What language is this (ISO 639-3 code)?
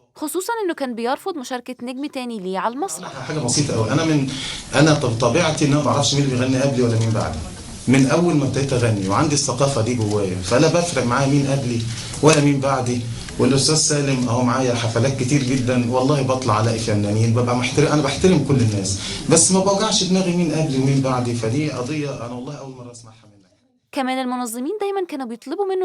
arz